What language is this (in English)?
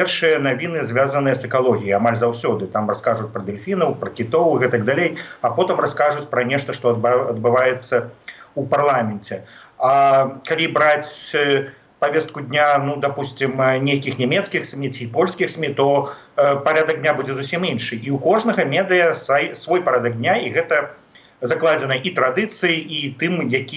Belarusian